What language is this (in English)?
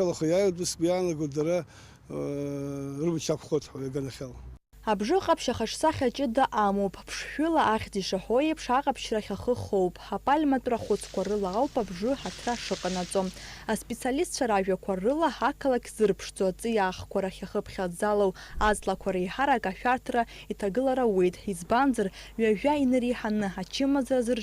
Abkhazian